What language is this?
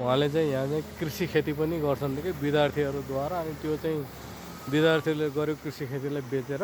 Nepali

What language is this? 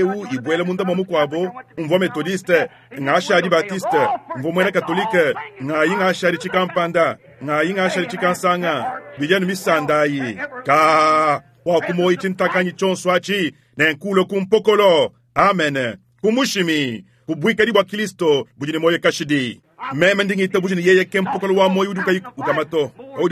Luba-Lulua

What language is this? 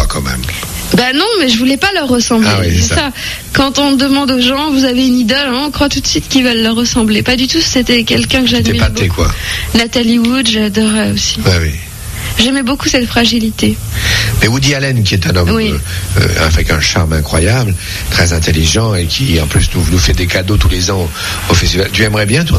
French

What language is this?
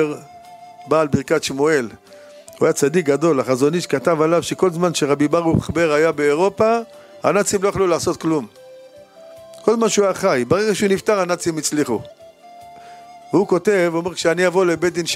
Hebrew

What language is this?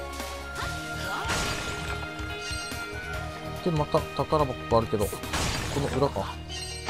Japanese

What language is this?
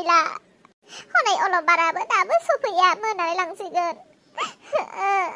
Bodo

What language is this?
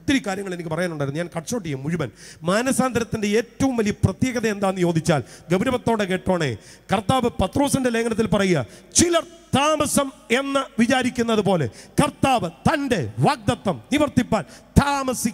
Malayalam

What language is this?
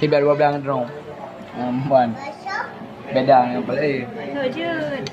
Achinese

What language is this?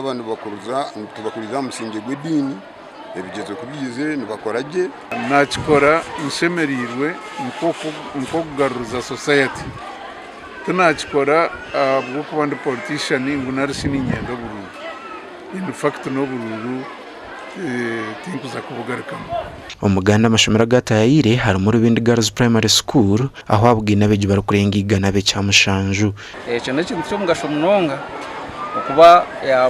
Nyankole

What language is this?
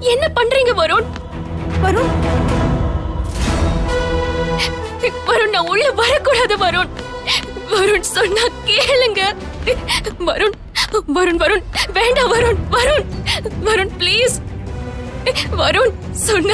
Tamil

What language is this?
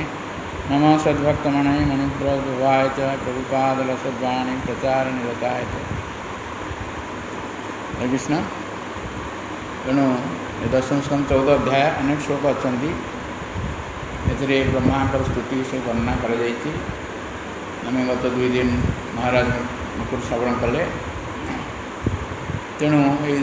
Odia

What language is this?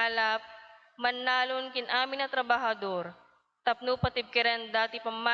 Iloko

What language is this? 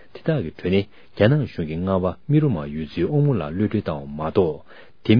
Tibetan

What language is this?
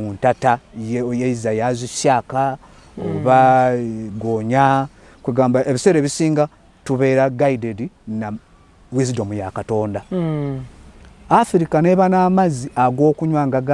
Ganda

